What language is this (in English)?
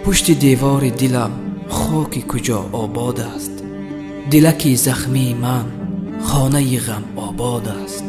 Tajik